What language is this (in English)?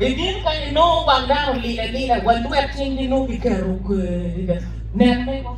Acoli